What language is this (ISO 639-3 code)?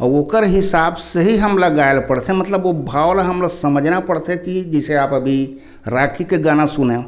hne